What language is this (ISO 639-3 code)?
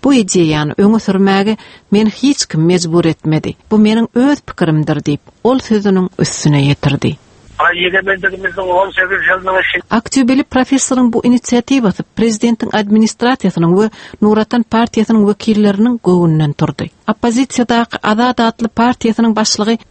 tuk